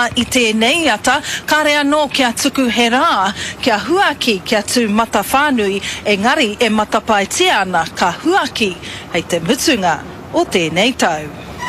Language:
Māori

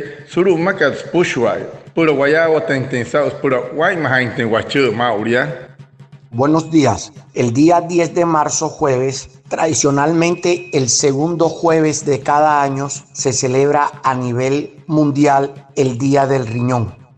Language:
Wayuu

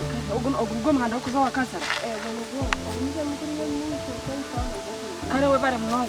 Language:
Nyankole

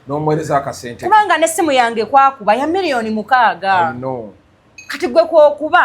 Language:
Ganda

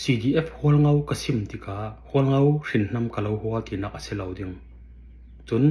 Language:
Falam Chin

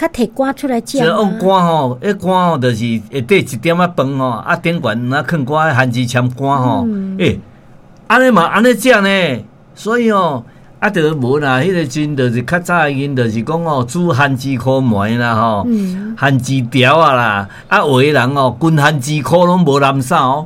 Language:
Min Nan Chinese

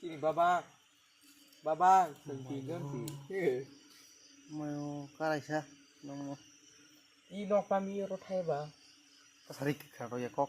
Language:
Kok Borok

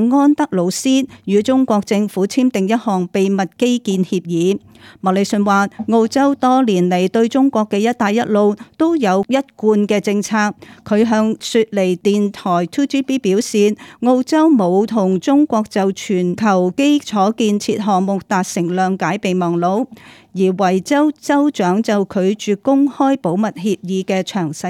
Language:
Cantonese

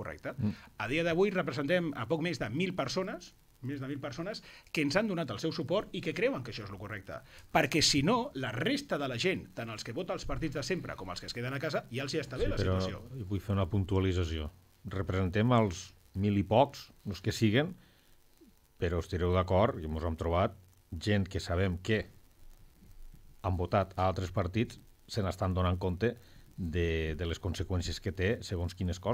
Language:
Catalan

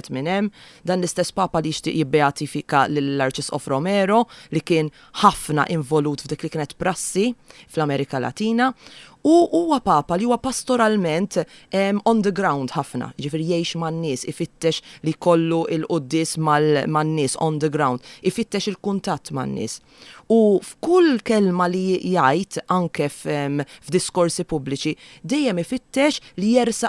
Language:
Maltese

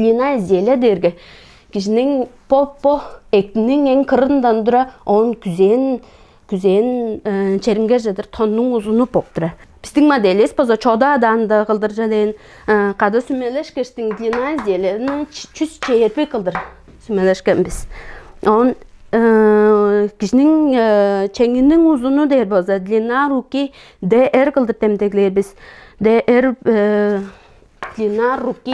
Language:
Tuvinian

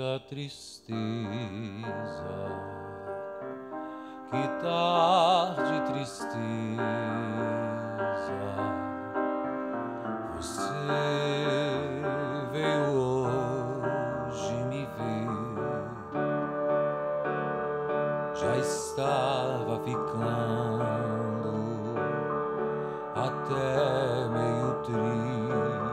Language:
Portuguese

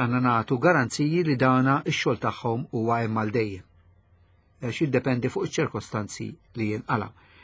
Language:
Maltese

